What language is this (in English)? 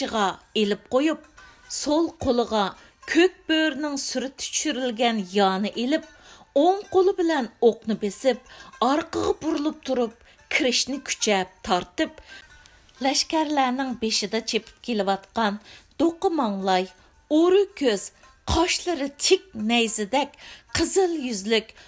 Uyghur